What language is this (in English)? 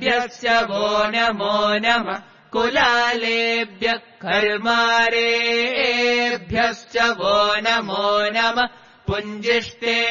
Sanskrit